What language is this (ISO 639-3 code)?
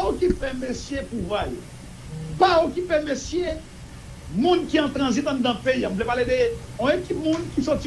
hat